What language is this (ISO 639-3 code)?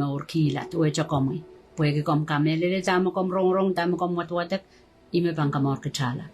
pon